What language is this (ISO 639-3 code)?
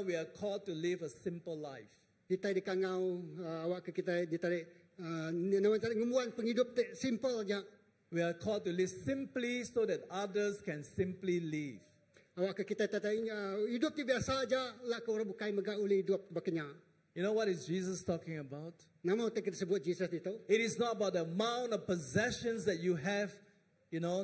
iba